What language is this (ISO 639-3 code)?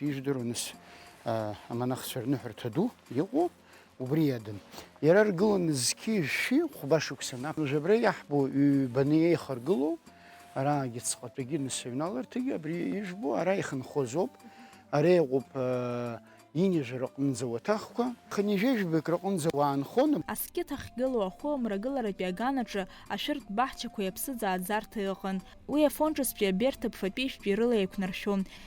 abk